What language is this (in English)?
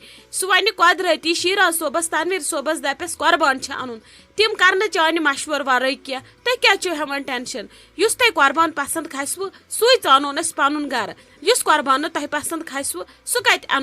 Kashmiri